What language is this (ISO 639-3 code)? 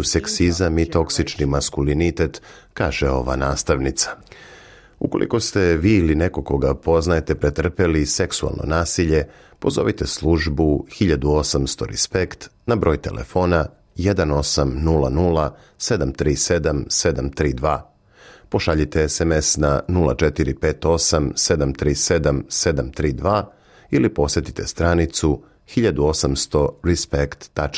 srp